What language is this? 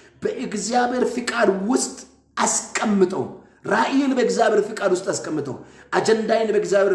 Amharic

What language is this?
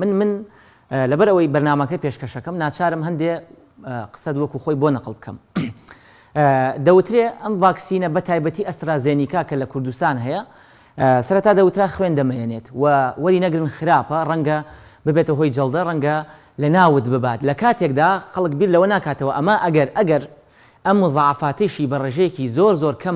Central Kurdish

